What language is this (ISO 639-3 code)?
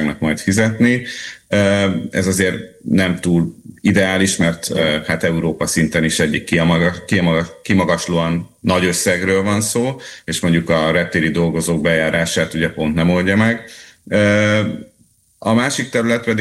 hun